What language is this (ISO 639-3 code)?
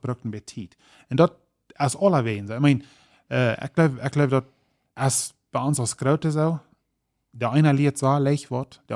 pdt